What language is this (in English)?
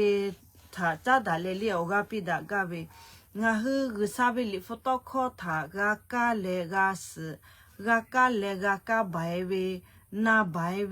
Lahu